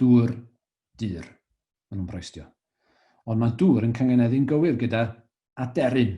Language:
Welsh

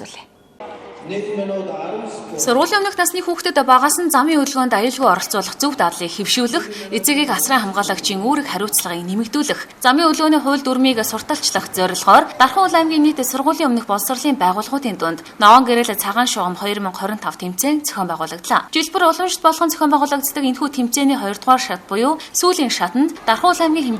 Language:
Mongolian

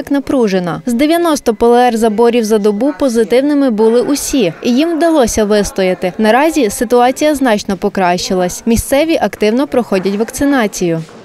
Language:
Ukrainian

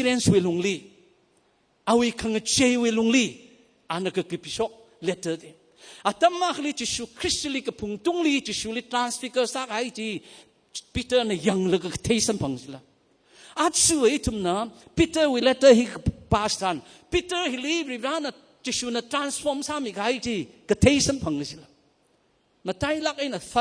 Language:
Tangkhul Naga (India)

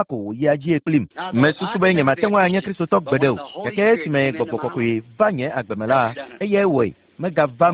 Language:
Ewe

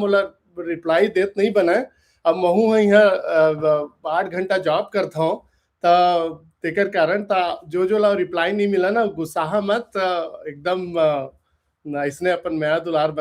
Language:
Chhattisgarhi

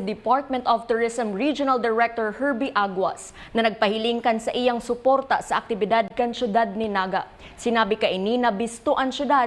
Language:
Bikol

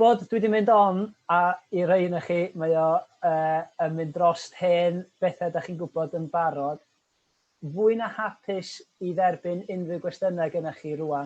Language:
Welsh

